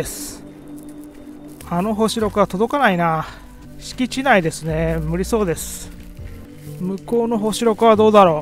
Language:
Japanese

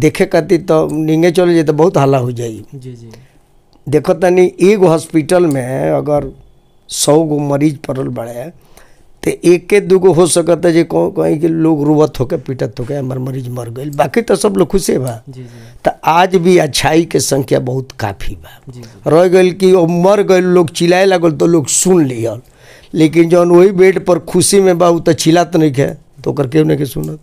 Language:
Bhojpuri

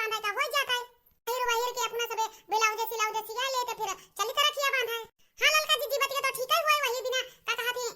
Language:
Awadhi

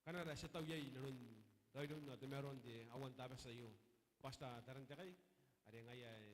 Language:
Gilbertese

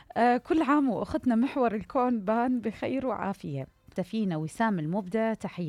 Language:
Mesopotamian Arabic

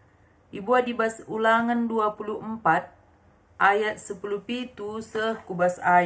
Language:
Batak Karo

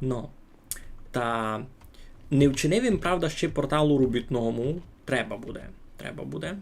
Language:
Rusyn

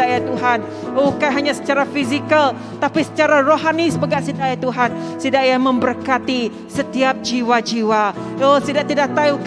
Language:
Iban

